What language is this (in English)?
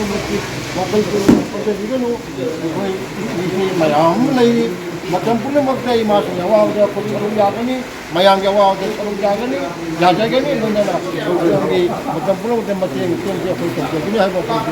Manipuri